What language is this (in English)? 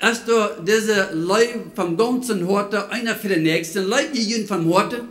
Plautdietsch